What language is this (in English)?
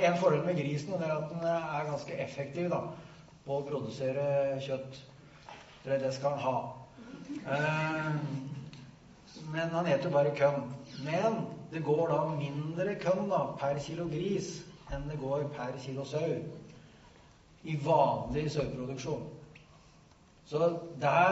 Norwegian